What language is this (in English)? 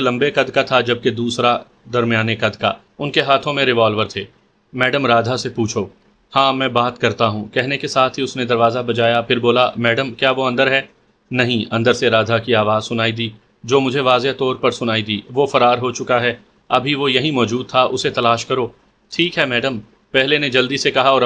Urdu